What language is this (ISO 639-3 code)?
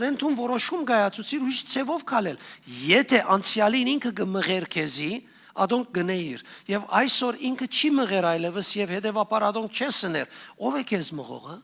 hyw